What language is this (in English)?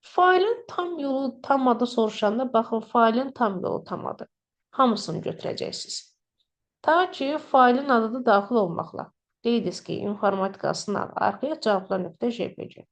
Azerbaijani